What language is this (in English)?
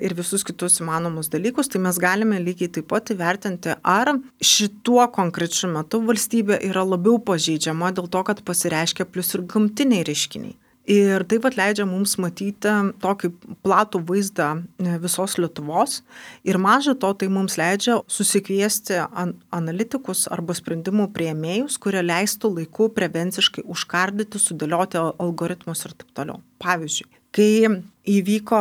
Lithuanian